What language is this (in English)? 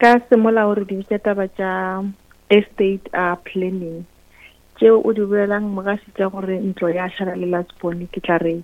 Northern Sotho